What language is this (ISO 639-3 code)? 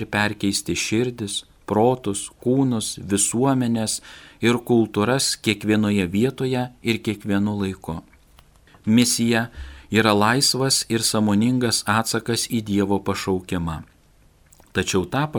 lit